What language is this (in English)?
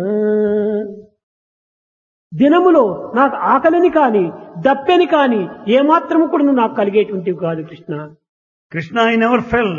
Telugu